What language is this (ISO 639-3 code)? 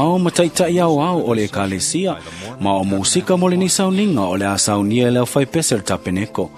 smo